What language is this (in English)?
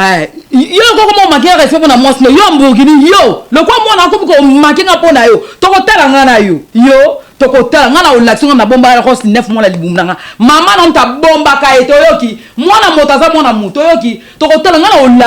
Lingala